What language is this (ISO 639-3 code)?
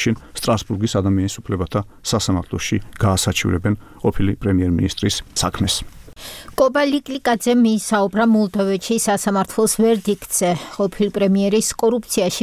kat